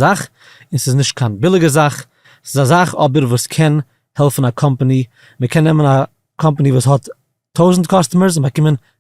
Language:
Yiddish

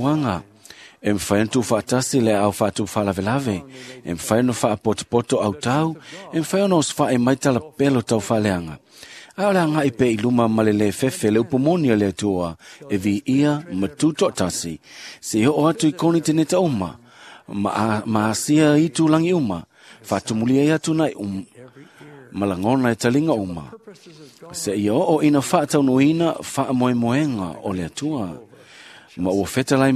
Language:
Samoan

